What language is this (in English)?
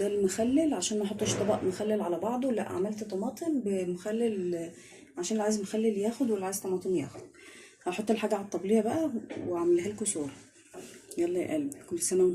Egyptian Arabic